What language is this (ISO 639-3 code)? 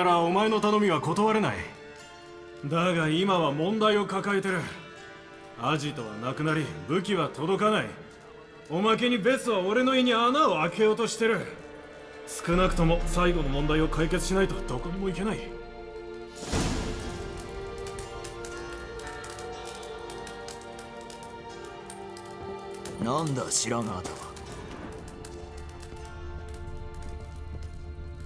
jpn